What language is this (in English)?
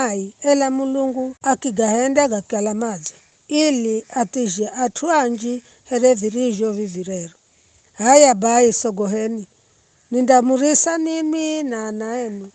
Giryama